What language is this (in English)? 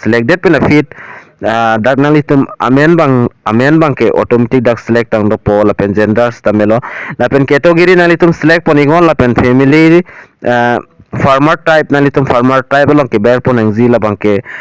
Karbi